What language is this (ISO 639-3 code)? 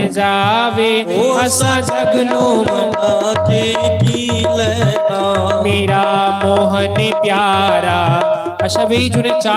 doi